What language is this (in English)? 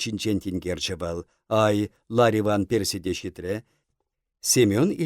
Chuvash